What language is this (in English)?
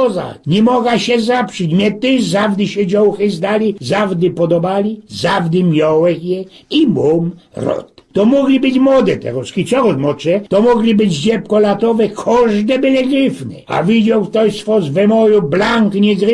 Silesian